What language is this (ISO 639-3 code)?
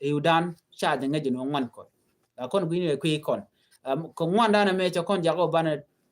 nus